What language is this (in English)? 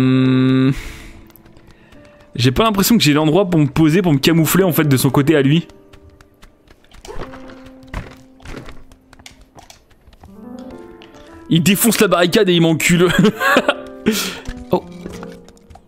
French